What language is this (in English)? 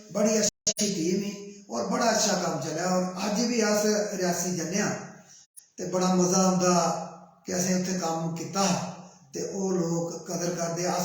Dogri